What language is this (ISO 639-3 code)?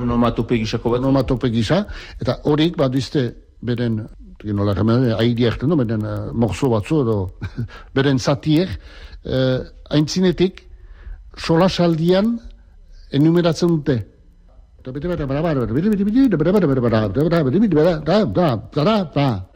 eus